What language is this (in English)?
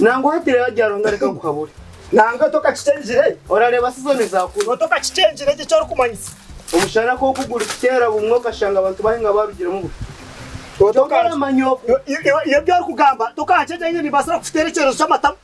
Nyankole